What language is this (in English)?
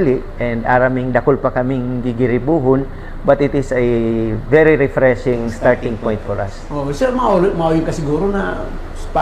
Bikol